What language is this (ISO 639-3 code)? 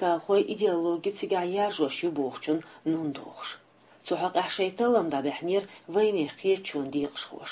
che